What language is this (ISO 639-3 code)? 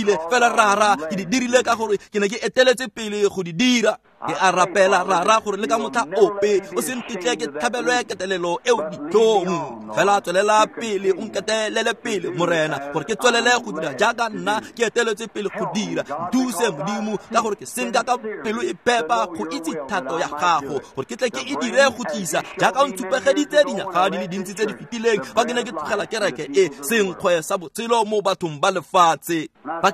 tsn